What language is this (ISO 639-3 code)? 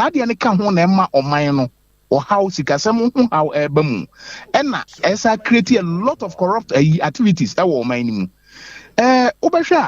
aka